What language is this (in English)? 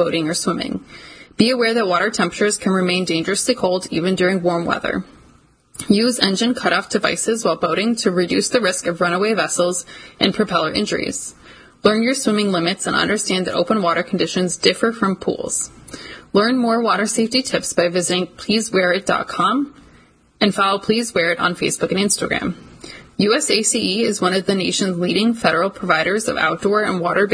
English